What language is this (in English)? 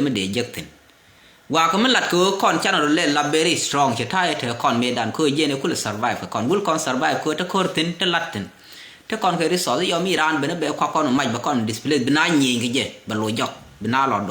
Nuer